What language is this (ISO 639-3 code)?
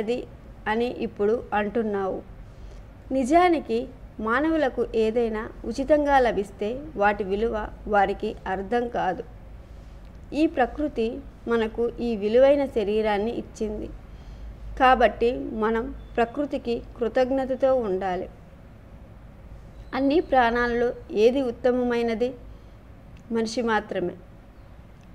tel